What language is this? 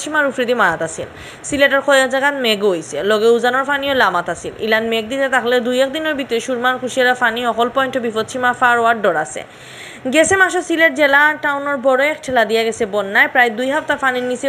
Sylheti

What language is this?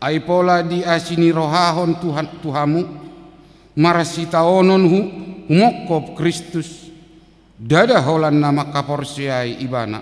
Batak Toba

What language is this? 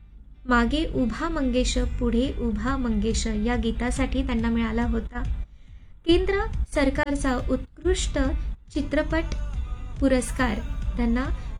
Marathi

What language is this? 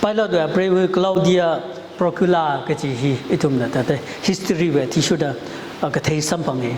Tangkhul Naga (India)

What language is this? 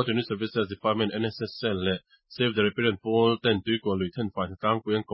Mizo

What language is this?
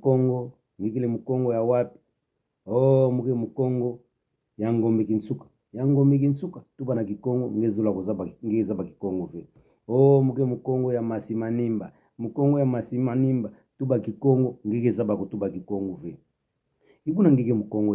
Kituba (Democratic Republic of Congo)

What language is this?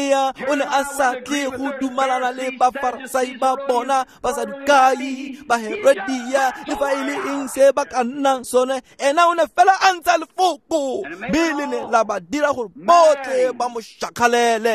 Tswana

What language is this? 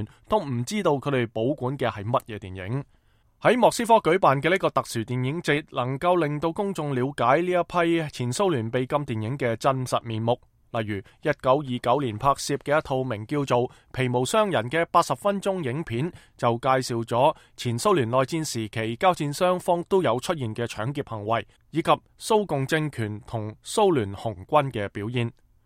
Cantonese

